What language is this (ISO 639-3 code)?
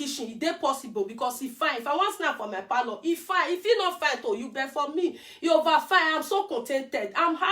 pcm